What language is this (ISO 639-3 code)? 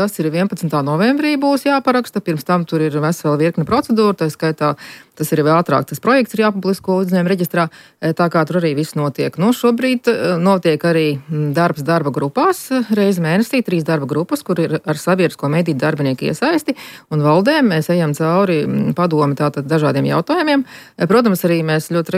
lav